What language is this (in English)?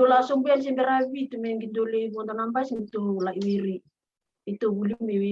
Fijian